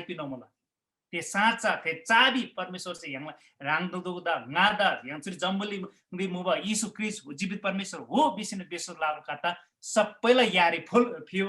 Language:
Eastern Tamang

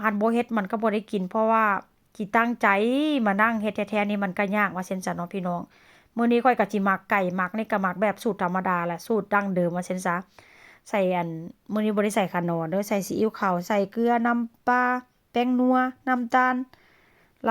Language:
Northeastern Thai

